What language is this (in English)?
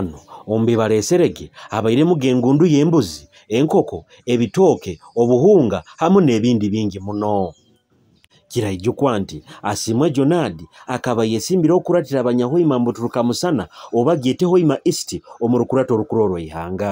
Nyoro